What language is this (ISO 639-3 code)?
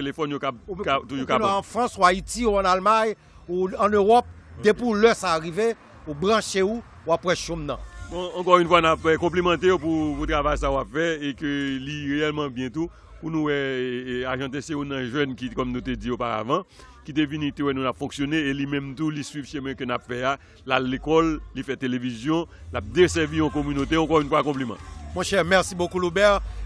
hat